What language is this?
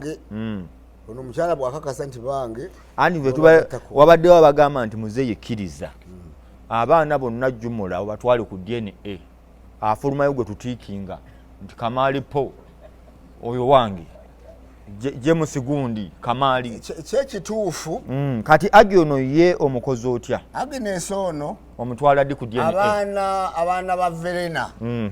Ganda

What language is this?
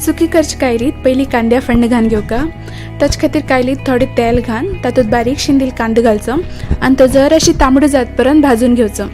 Konkani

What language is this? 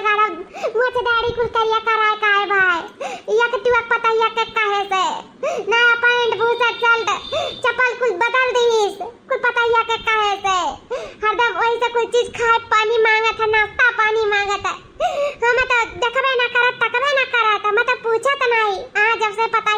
Awadhi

